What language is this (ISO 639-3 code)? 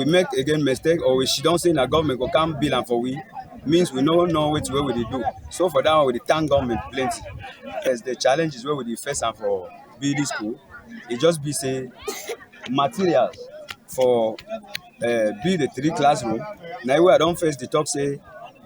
wes